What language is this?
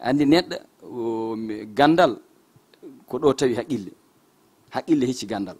Fula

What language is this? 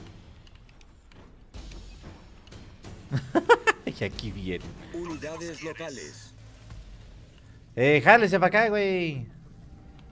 Spanish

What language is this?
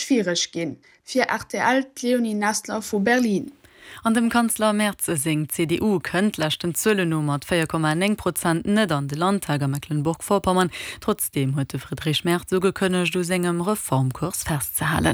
Luxembourgish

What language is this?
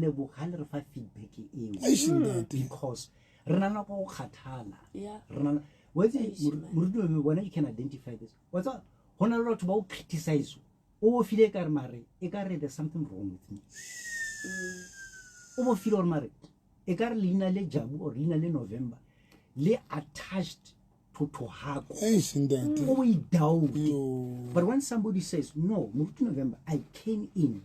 Southern Sotho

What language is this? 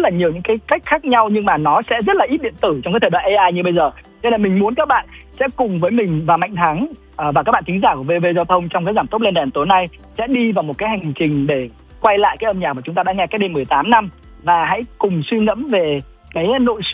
Vietnamese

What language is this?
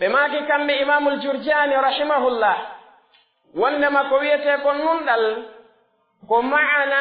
Pular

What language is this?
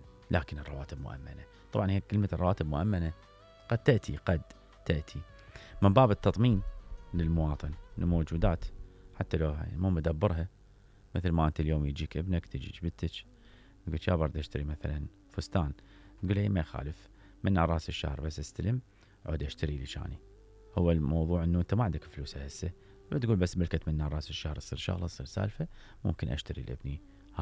Mesopotamian Arabic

